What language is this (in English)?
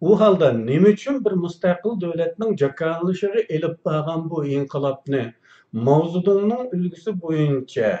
Uyghur